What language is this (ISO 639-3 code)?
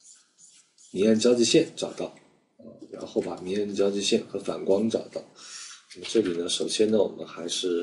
zho